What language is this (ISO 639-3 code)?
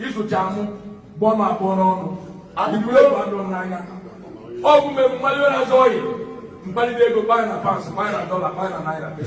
ibo